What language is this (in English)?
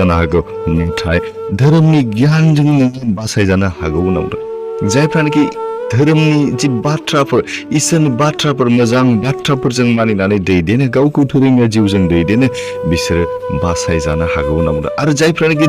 Bodo